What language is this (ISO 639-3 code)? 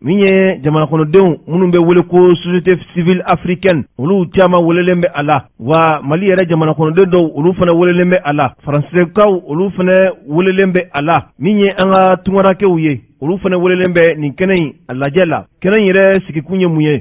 bam